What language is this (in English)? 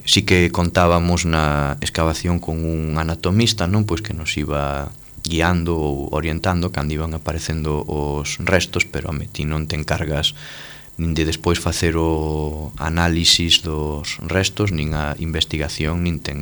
Galician